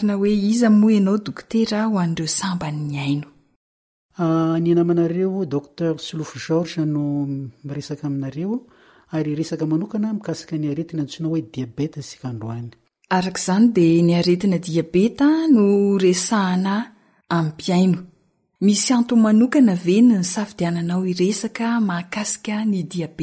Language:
Malagasy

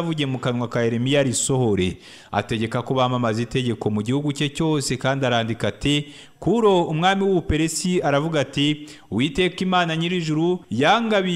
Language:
Kinyarwanda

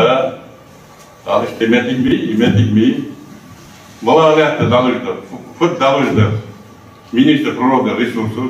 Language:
Ingush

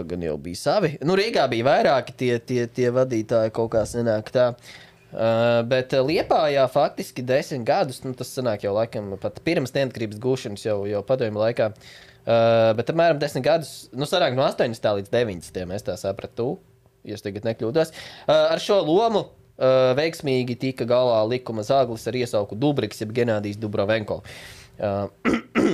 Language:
Latvian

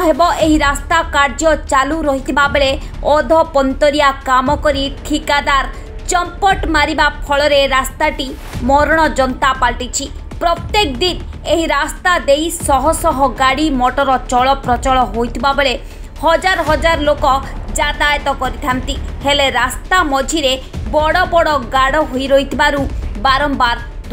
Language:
Odia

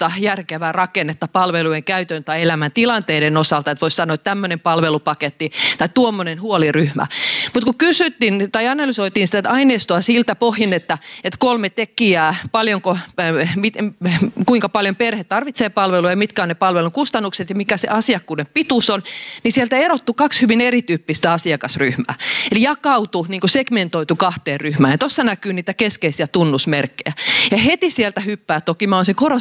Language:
Finnish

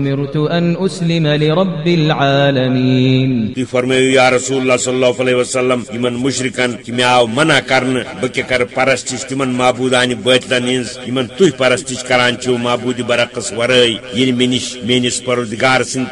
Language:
Kashmiri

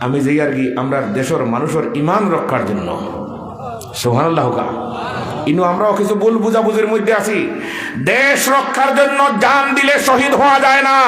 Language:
Sylheti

